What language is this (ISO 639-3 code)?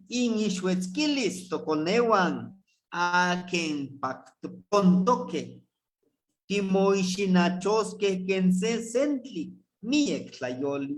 nhe